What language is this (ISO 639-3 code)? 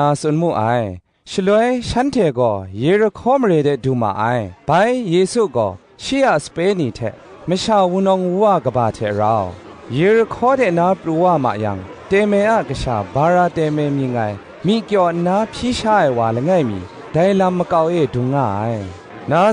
kac